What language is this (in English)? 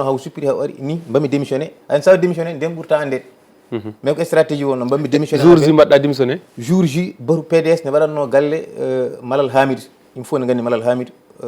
Fula